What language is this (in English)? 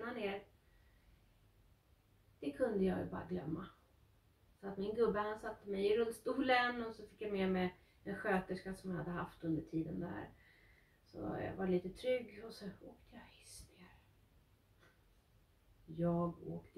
Swedish